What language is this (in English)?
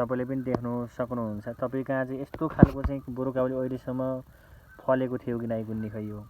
Nepali